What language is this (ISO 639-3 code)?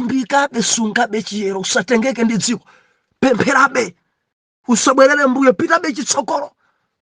nya